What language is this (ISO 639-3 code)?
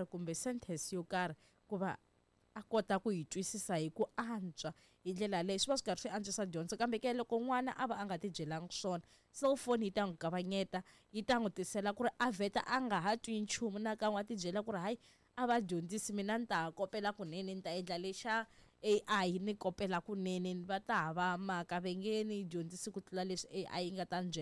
tso